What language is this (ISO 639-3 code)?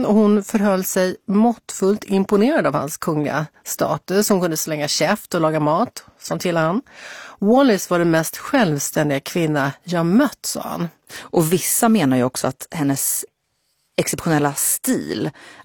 swe